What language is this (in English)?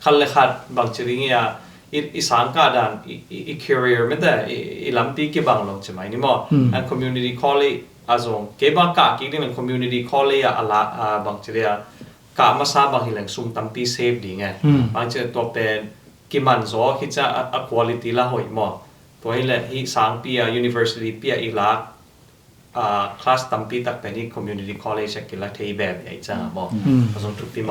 Tedim Chin